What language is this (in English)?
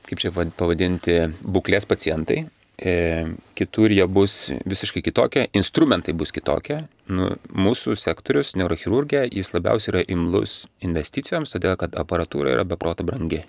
Lithuanian